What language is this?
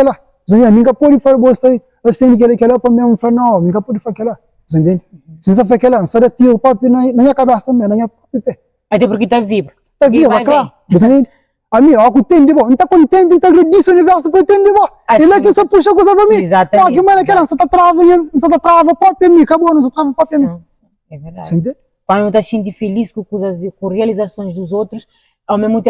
Kabuverdianu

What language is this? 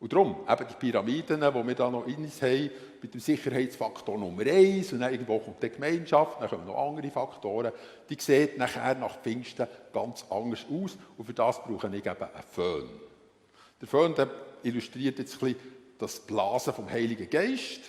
Swiss German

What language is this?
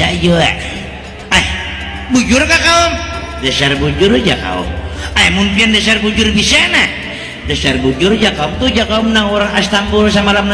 Banjar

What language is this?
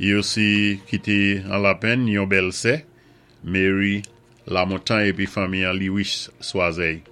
Saint Lucian Creole French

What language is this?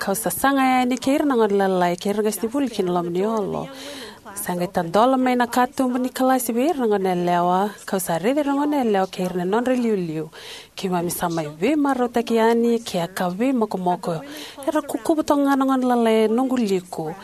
Fijian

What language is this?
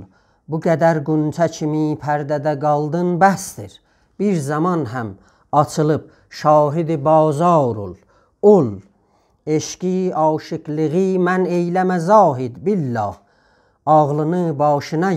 South Azerbaijani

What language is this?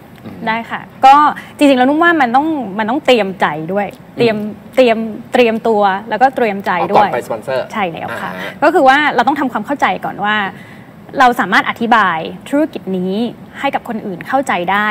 Thai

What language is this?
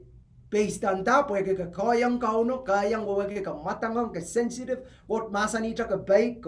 Pohnpeian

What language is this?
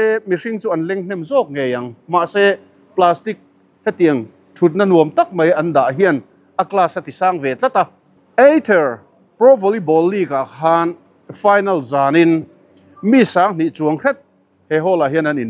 Mizo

